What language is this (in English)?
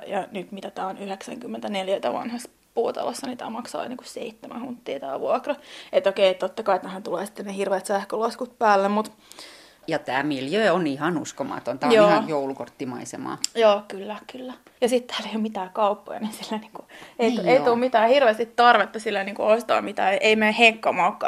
Finnish